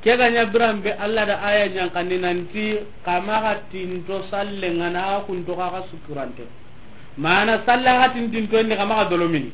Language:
Soninke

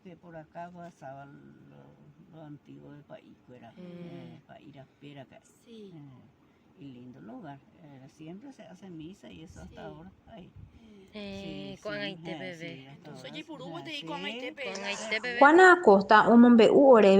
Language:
Guarani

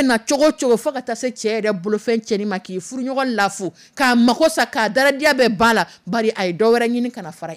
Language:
Dyula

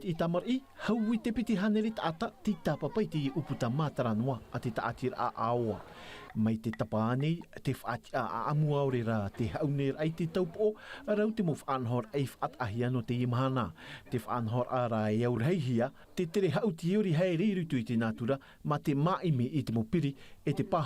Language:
Tahitian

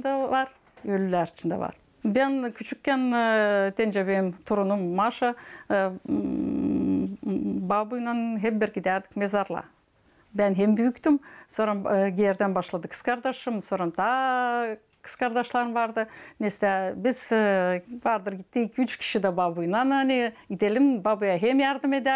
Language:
Gagauz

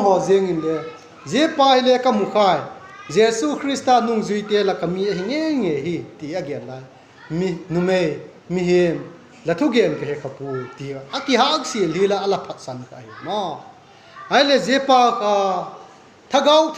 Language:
Vaiphei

